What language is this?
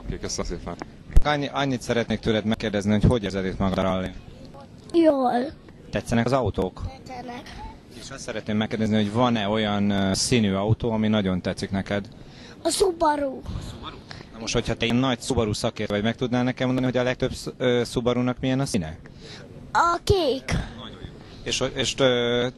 Hungarian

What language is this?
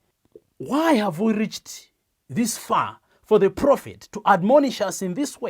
English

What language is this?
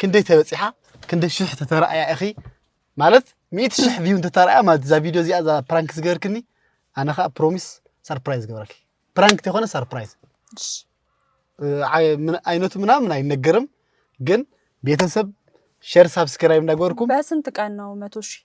Tigrinya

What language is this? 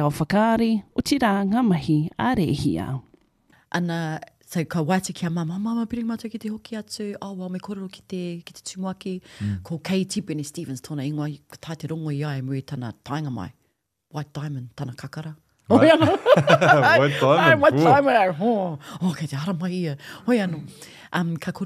Māori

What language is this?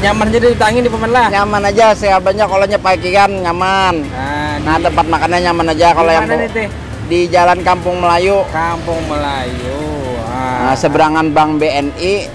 Banjar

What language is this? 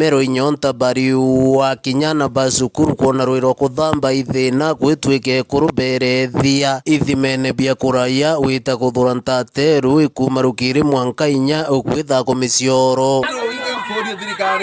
Meru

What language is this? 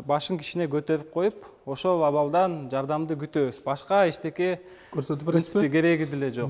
Kyrgyz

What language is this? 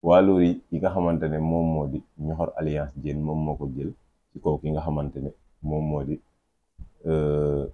Wolof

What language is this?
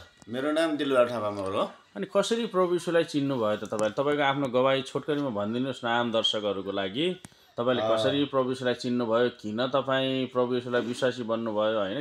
Nepali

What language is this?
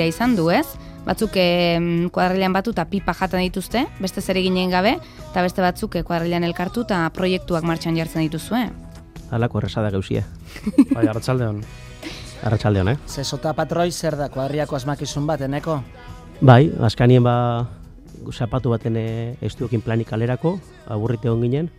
Basque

